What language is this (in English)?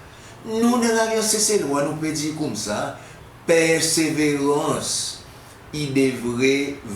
Seselwa Creole French